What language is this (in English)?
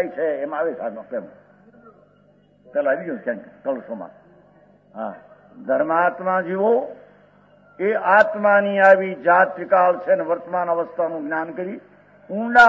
Gujarati